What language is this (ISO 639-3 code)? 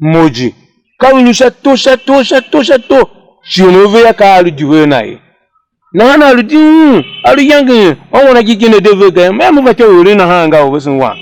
tiv